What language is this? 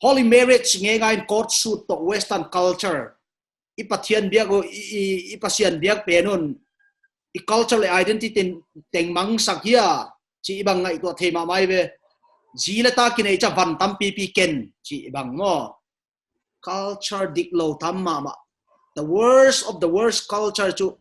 Paite Chin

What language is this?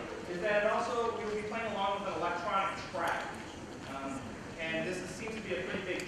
English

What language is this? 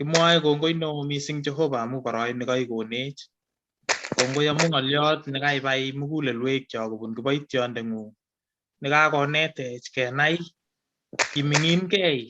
Kalenjin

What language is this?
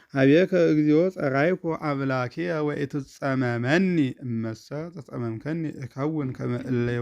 Geez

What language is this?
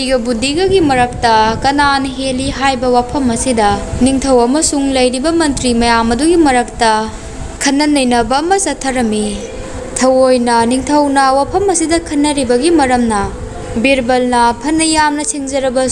Manipuri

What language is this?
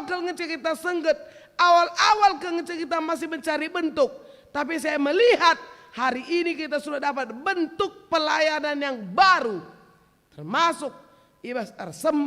Batak Karo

